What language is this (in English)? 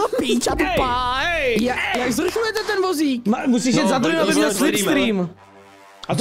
Czech